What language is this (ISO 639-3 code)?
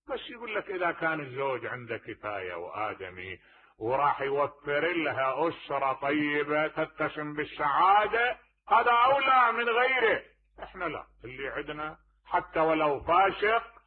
acm